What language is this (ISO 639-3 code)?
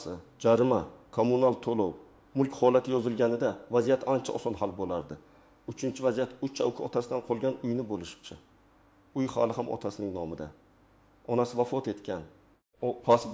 uzb